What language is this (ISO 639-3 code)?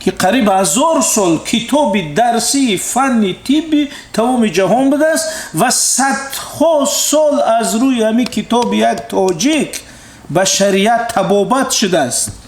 tgk